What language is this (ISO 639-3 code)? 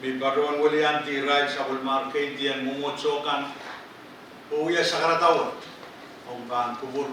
pon